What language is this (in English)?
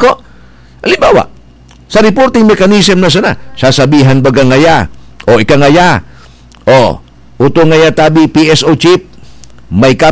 Bikol